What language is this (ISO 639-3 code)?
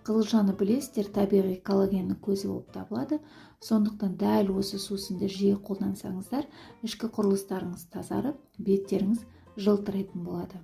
kaz